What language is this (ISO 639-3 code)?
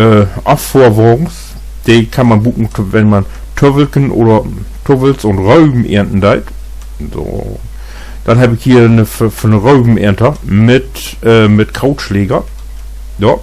nds